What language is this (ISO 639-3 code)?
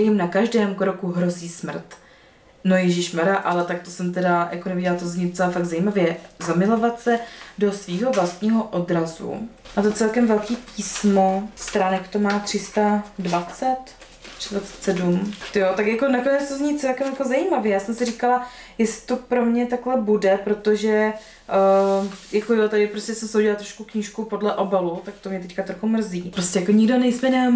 ces